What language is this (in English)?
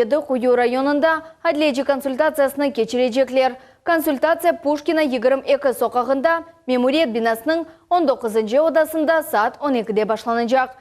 Crimean Tatar